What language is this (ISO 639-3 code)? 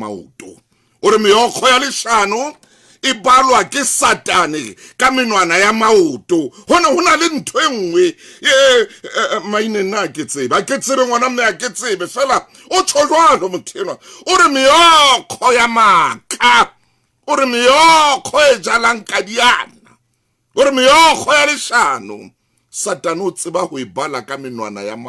sot